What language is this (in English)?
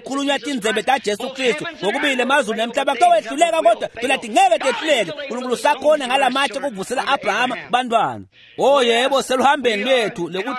Swati